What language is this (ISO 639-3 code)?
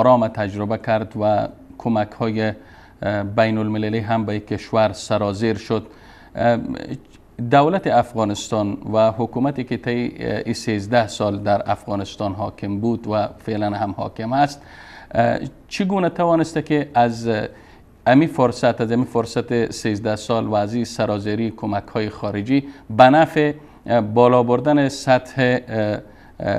fas